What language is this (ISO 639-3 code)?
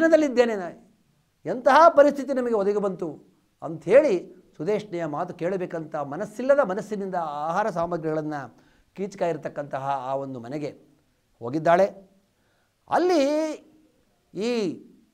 kan